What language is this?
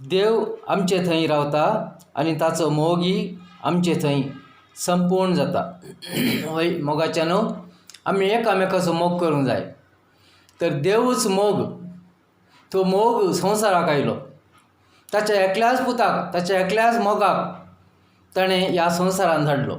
Konkani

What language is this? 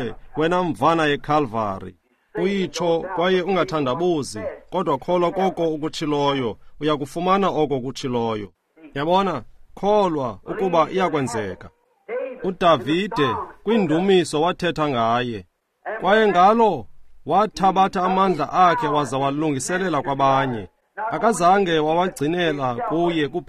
Xhosa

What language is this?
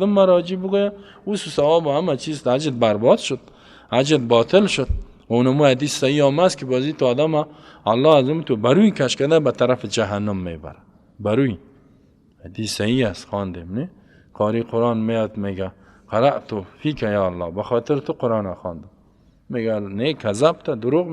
Persian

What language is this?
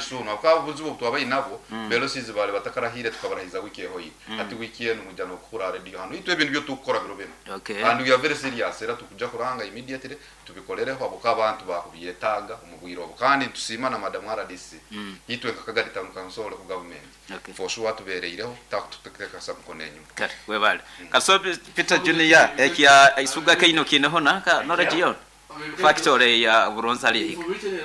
Nyoro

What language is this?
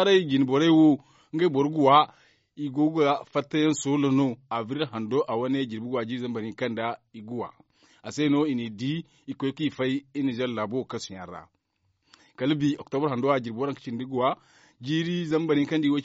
Zarma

